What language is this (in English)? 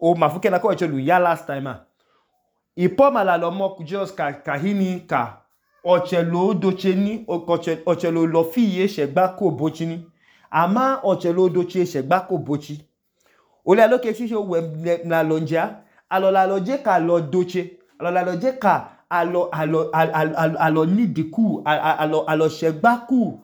Idoma